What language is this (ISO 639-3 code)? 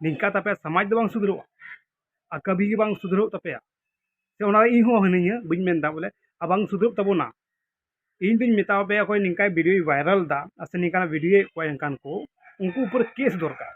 sat